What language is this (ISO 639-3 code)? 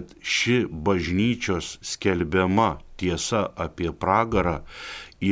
lit